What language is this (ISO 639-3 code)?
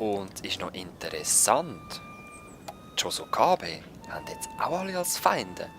gsw